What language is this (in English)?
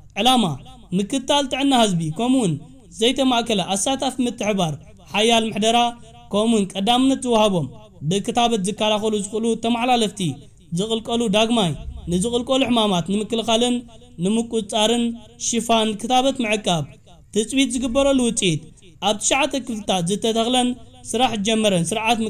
Tigrinya